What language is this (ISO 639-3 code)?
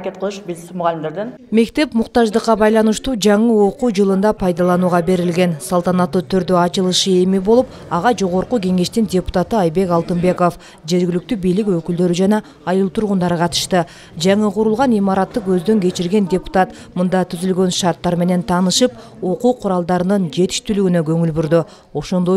kir